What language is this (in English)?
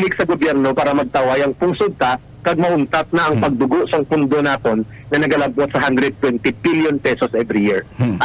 Hiligaynon